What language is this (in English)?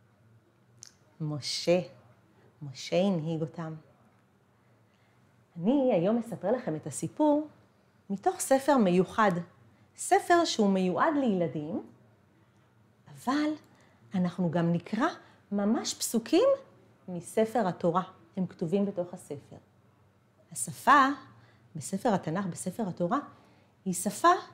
Hebrew